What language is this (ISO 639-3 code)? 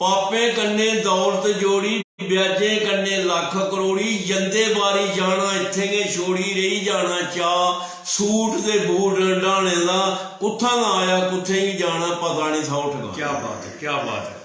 doi